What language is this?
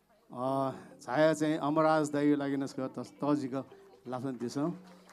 Newari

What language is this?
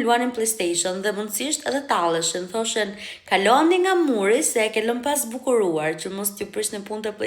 Albanian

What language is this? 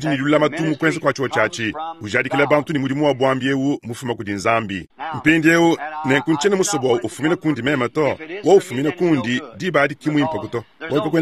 Luba-Lulua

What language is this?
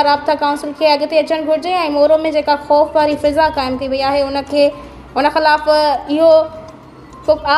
Sindhi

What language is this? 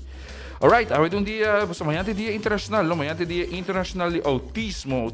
Papiamento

